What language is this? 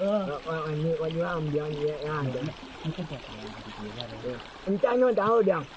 Minangkabau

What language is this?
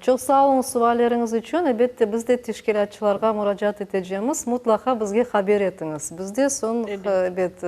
Crimean Tatar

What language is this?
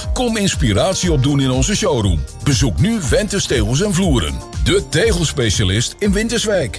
Dutch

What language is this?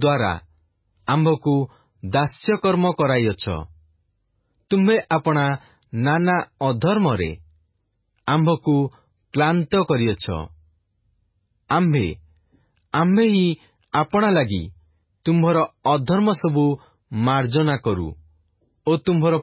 Odia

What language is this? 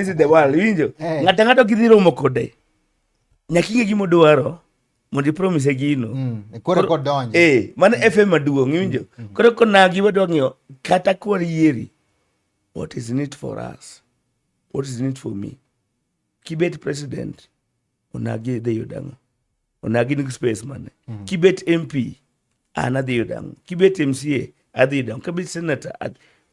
Luo (Kenya and Tanzania)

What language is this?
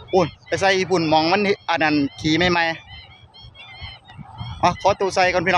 Northeastern Thai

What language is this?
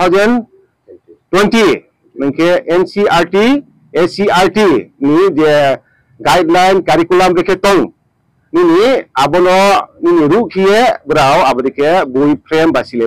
Riang (India)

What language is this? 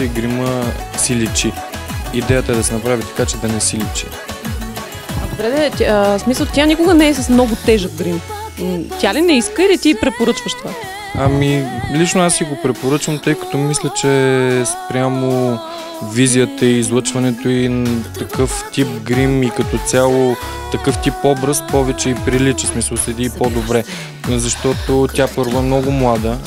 Bulgarian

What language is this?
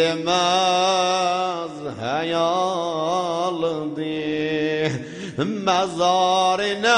South Azerbaijani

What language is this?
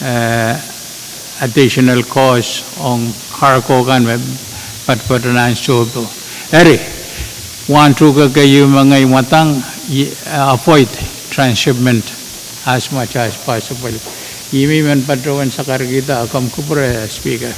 Pohnpeian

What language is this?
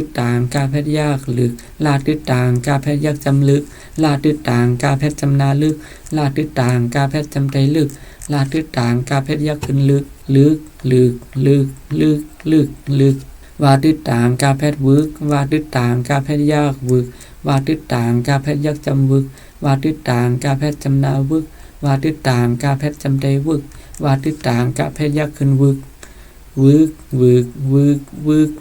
Shan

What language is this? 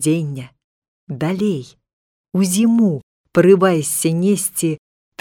Belarusian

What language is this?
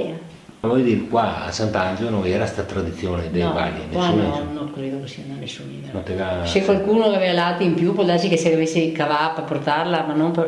Venetian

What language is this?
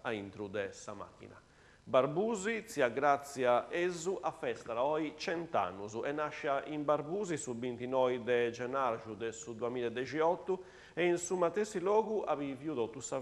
Sardinian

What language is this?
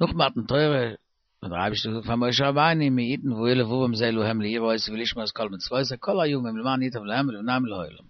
Yiddish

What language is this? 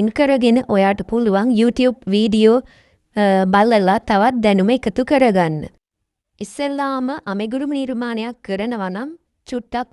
Sinhala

